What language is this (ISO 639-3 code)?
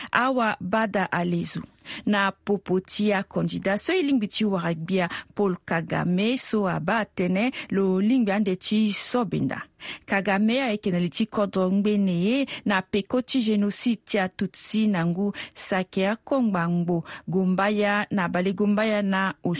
sag